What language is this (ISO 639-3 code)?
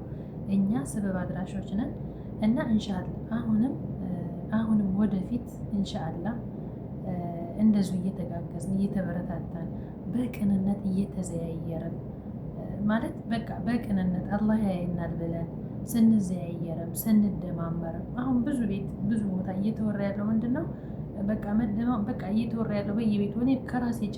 amh